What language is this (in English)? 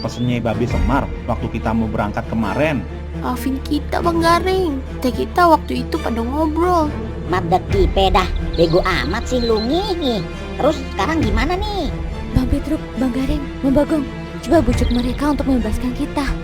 Betawi